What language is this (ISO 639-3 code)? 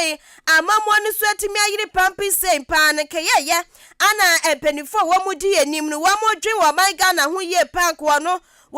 aka